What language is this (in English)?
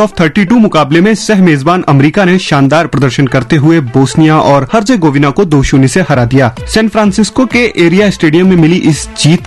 Hindi